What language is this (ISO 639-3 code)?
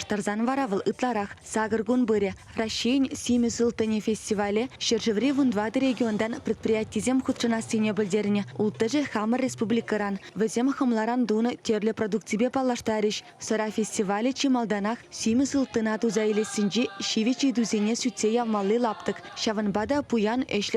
chv